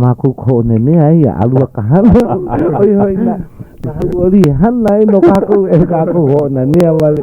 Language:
Hawaiian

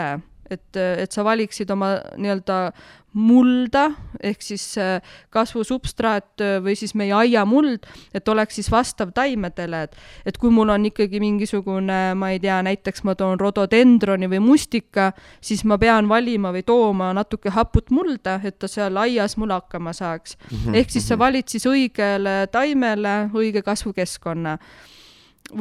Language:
Estonian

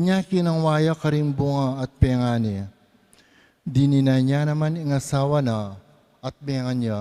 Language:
Pampanga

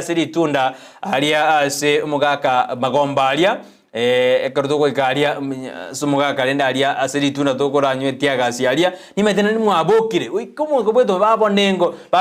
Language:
Gusii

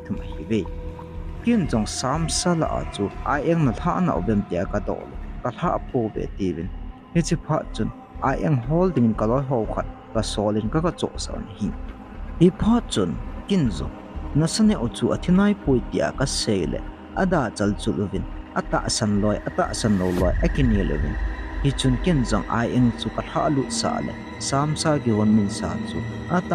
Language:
Thado Chin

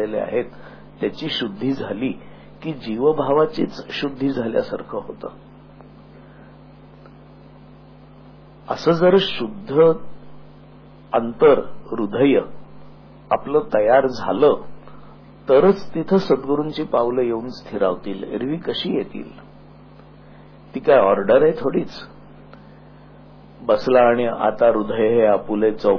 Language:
Marathi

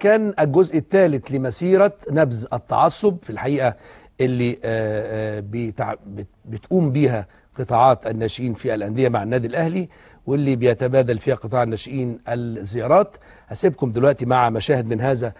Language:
Egyptian Arabic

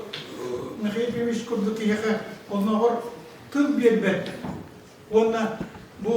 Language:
Yakut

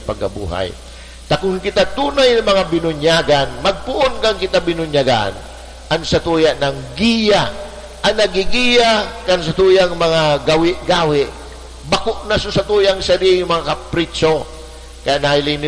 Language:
Bikol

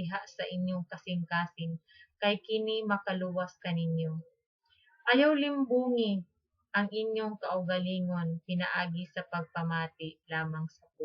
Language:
Cebuano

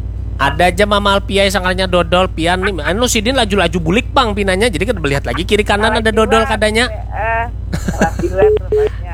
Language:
Banjar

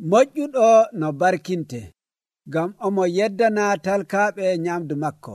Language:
Nigerian Fulfulde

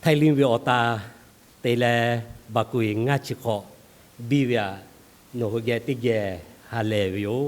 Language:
Lahu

